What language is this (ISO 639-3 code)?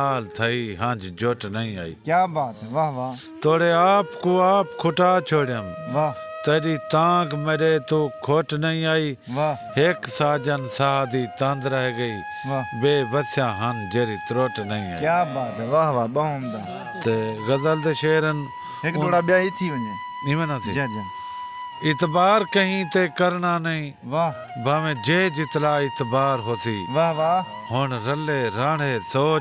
skr